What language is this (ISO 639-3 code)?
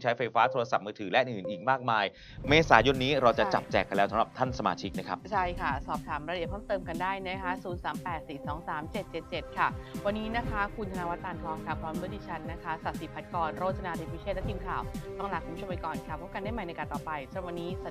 tha